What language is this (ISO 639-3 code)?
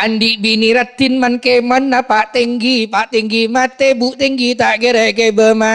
mad